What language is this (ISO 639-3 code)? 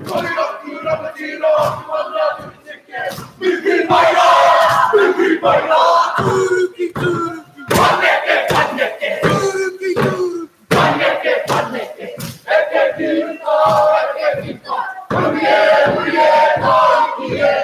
mri